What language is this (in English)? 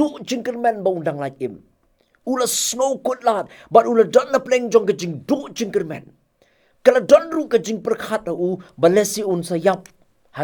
Khasi